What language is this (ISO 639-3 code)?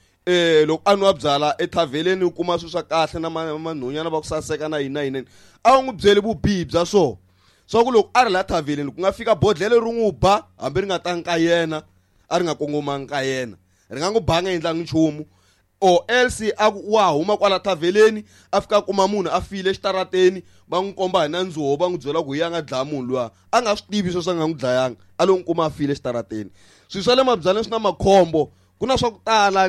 tso